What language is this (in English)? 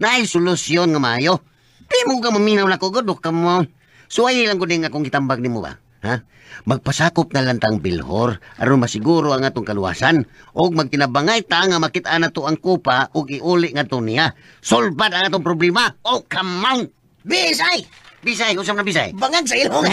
Cebuano